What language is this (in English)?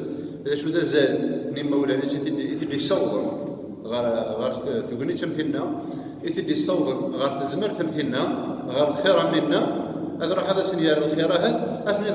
Kabyle